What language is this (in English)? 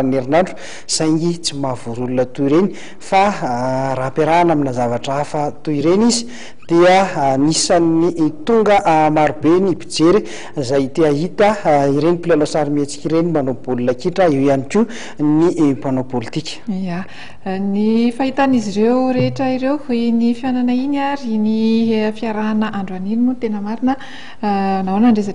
Malagasy